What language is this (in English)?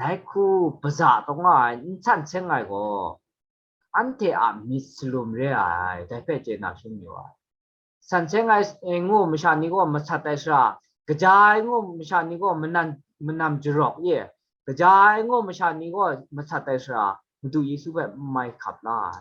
Kachin